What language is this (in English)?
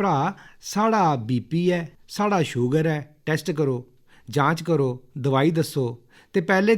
Dogri